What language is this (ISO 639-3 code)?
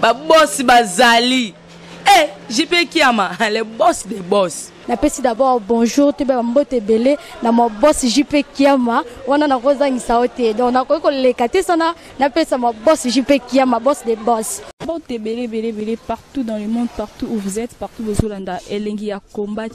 lin